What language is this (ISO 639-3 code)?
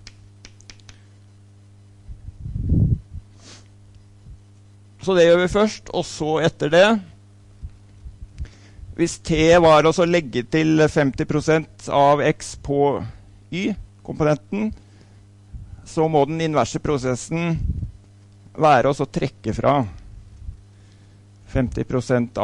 nor